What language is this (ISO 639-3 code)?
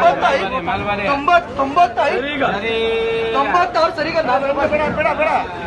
kan